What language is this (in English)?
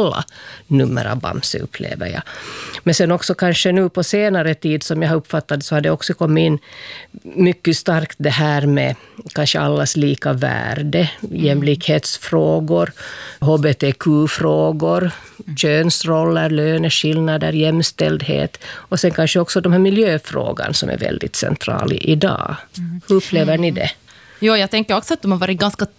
Swedish